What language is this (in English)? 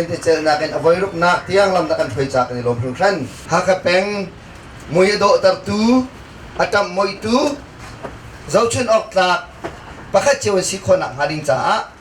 Hakha Chin